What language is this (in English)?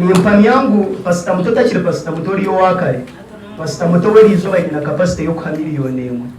Nyankole